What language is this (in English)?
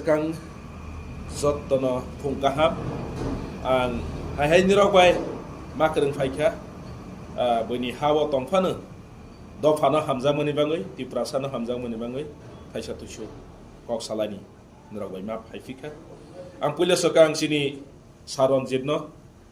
Kok Borok